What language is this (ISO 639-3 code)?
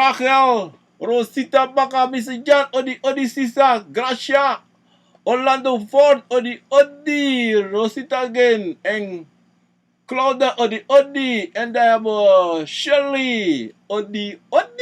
srn